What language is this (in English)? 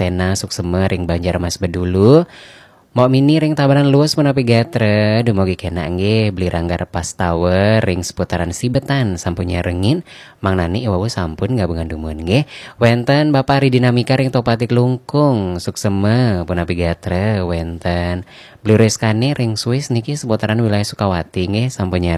Balinese